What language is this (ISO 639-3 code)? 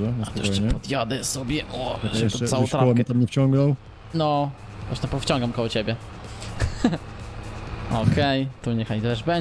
pol